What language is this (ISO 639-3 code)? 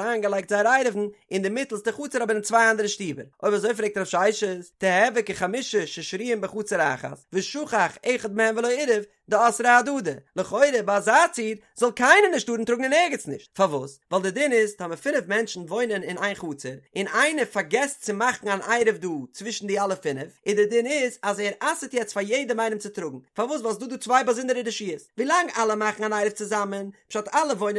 yid